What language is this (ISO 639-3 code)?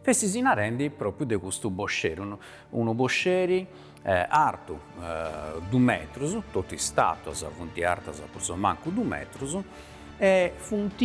srd